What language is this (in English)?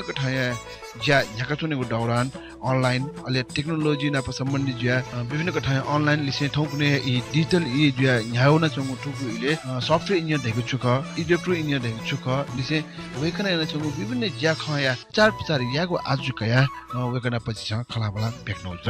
Newari